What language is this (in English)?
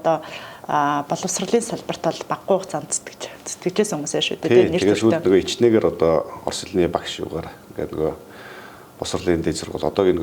Mongolian